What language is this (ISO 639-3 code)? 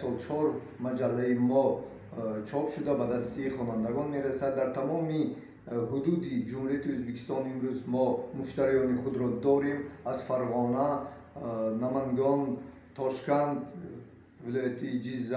tgk